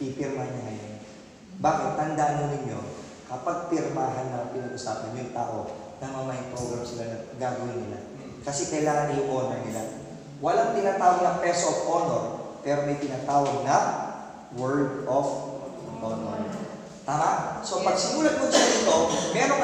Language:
Filipino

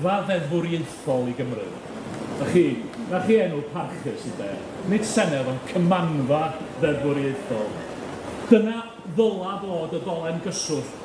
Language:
Welsh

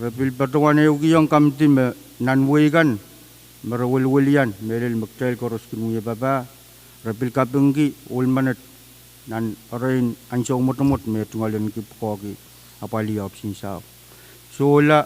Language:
Pohnpeian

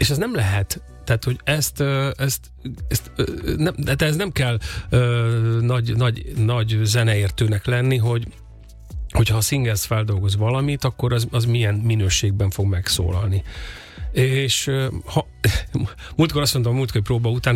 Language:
Hungarian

